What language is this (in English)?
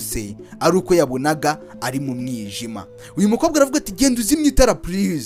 Kinyarwanda